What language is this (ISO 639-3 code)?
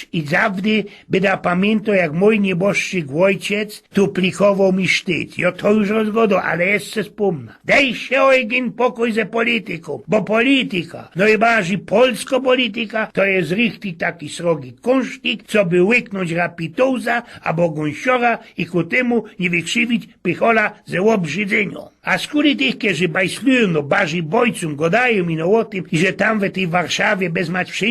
szl